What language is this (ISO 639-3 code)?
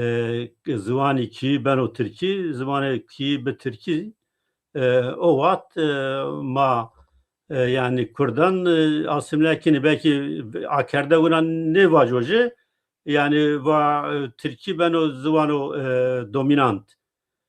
zza